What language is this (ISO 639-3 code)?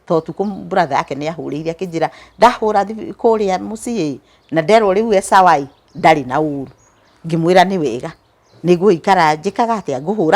kik